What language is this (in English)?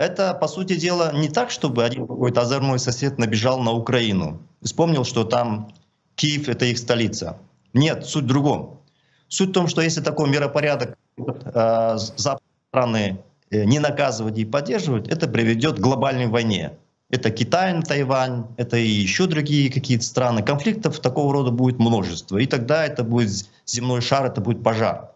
Russian